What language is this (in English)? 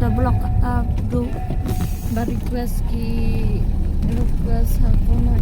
Khasi